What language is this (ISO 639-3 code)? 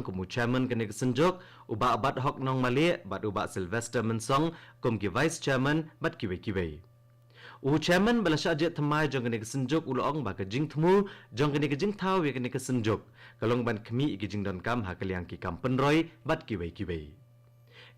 kha